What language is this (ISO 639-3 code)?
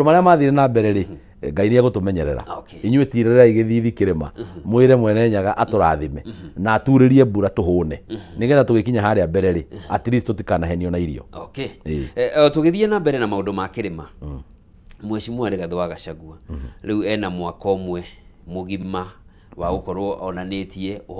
kik